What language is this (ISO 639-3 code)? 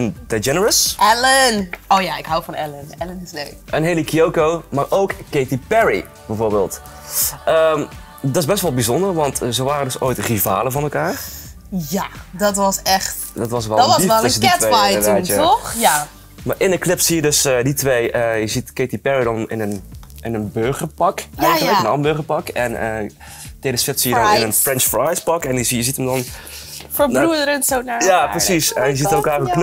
nld